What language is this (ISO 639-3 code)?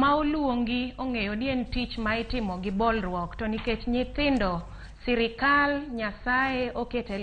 luo